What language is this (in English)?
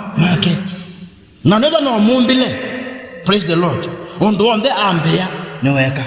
Kamba